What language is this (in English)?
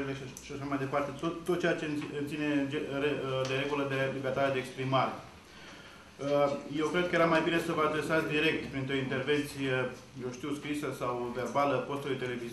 Romanian